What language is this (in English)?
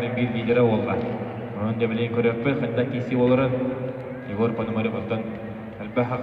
Yakut